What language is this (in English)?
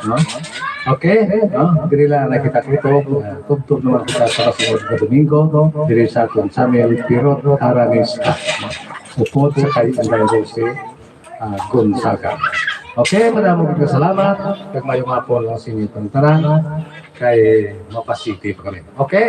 Hiligaynon